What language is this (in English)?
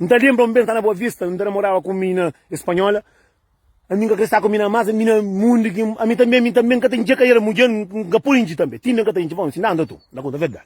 Kabuverdianu